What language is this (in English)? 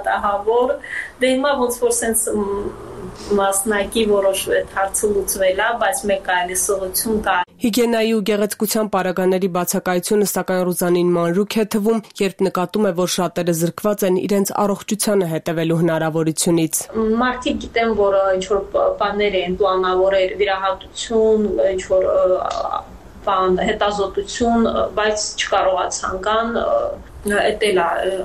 Armenian